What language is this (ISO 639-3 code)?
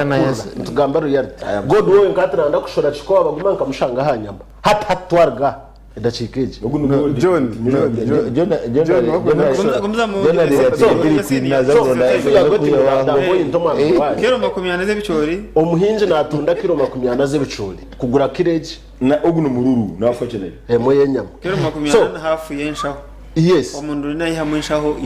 nyn